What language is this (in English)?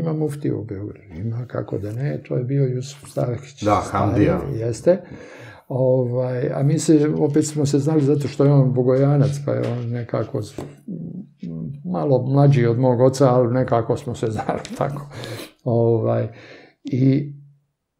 Serbian